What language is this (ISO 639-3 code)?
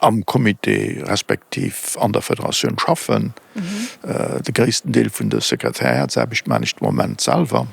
ltz